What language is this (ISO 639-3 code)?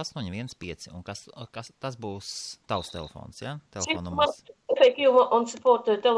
lav